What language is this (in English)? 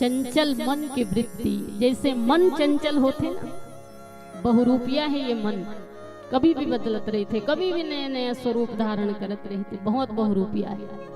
Chhattisgarhi